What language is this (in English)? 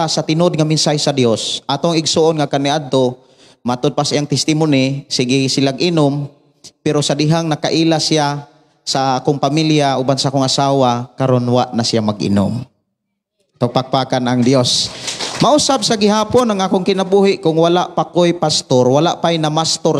Cebuano